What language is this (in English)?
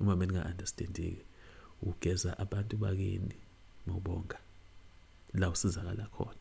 Zulu